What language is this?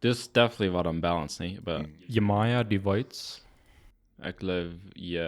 Plautdietsch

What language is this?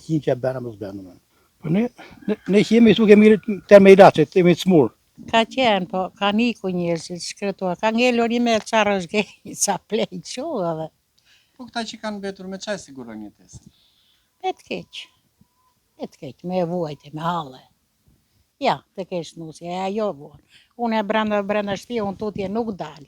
Albanian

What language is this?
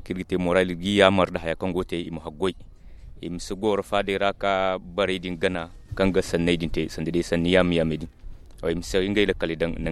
Zarma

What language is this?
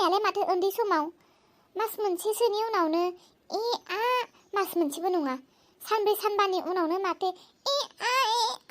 Bodo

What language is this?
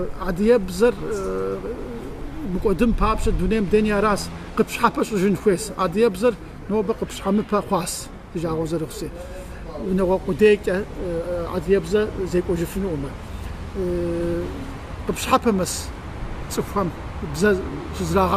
Kabardian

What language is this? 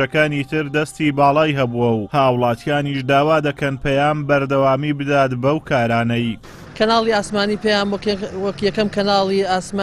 Central Kurdish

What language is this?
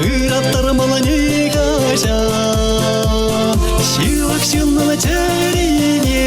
Chuvash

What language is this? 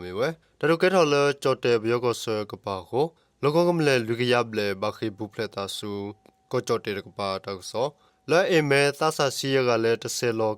S'gaw Karen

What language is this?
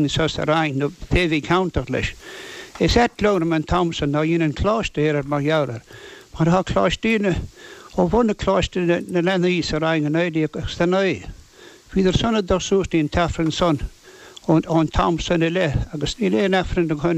Irish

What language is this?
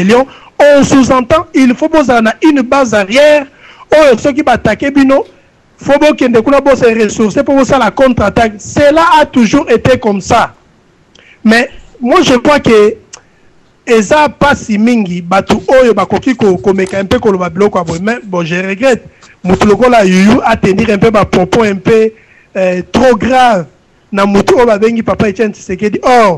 Lingala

